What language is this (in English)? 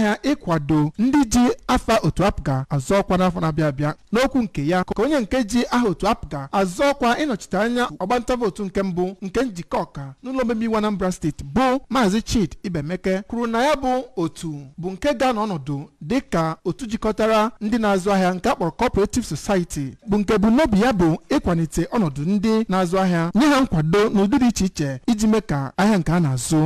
Igbo